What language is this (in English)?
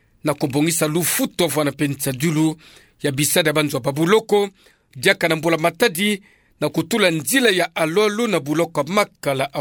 Kituba (Democratic Republic of Congo)